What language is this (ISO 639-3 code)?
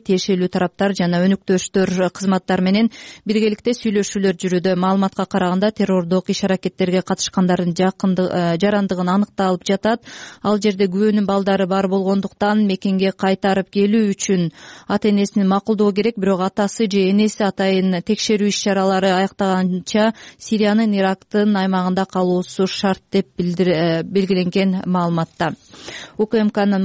kir